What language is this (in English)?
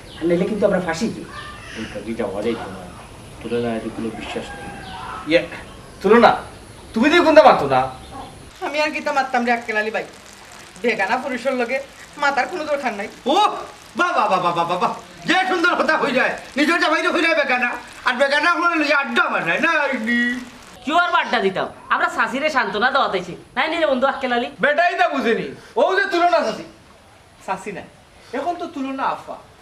Sylheti